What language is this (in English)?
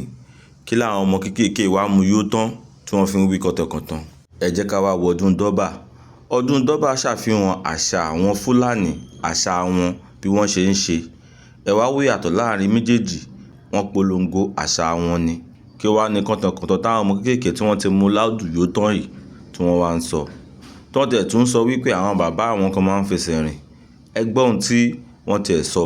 Yoruba